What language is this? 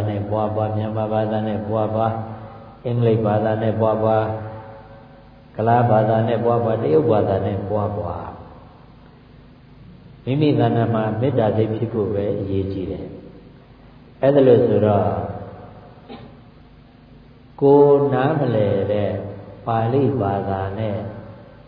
Burmese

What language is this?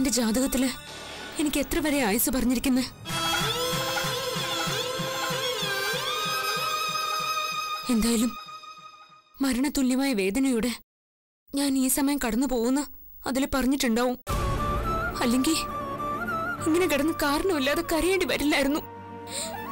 Malayalam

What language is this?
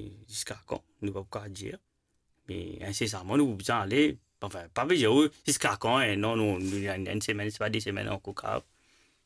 Morisyen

